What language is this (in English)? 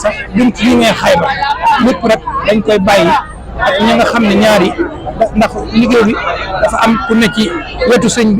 Wolof